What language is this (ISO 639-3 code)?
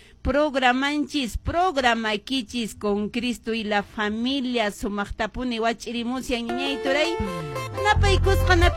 que